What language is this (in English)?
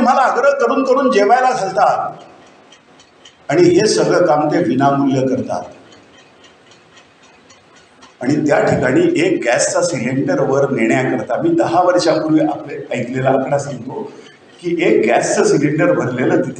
Marathi